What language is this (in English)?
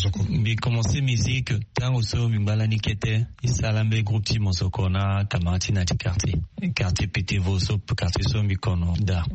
Sango